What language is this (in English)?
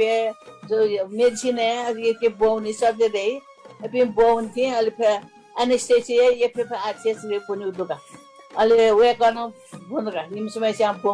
Newari